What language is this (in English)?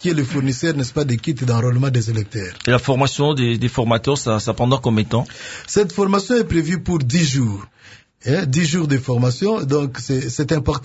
French